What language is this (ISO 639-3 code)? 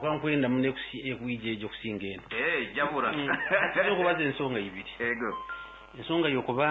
nyo